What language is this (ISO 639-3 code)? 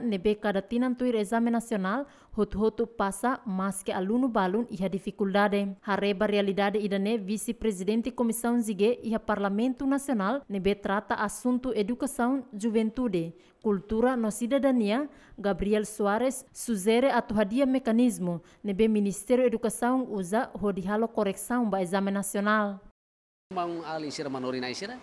tet